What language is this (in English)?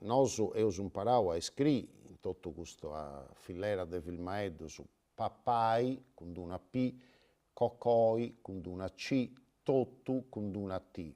Sardinian